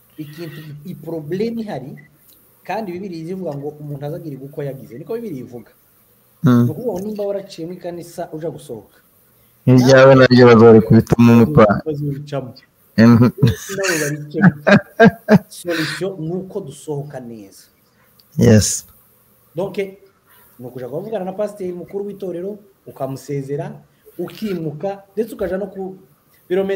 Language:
Kinyarwanda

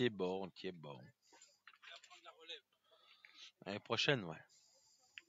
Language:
French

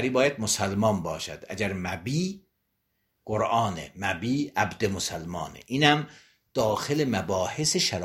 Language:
Persian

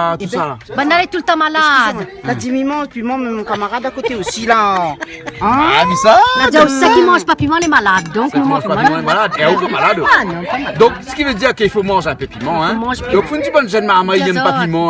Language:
Réunion Creole French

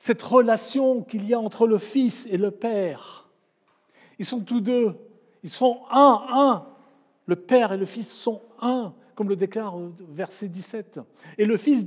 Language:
French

